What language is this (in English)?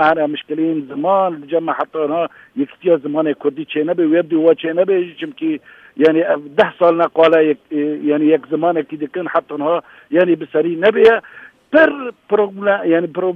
Kurdish